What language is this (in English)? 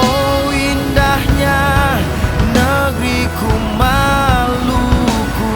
Ambonese Malay